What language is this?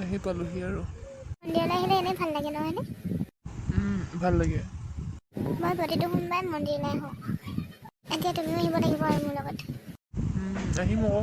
Assamese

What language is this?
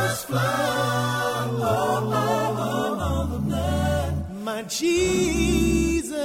Estonian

